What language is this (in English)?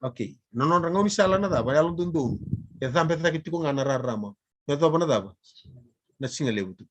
Fijian